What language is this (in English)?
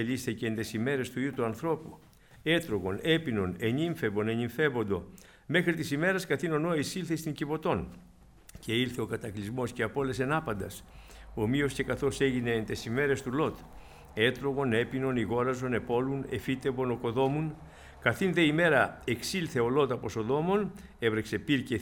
Greek